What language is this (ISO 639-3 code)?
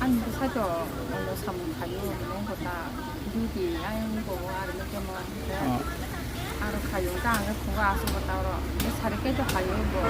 trp